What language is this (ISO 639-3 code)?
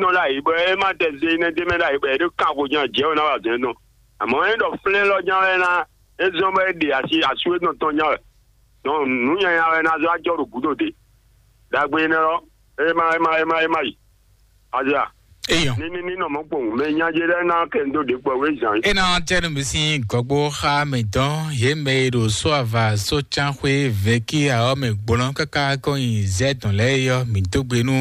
fon